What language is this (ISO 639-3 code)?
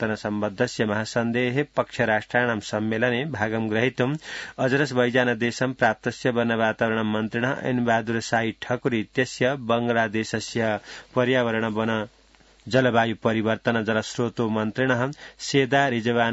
san